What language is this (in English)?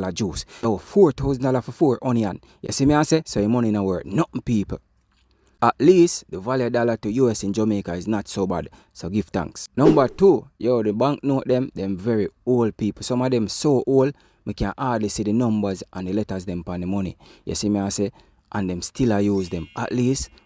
Jamaican Creole English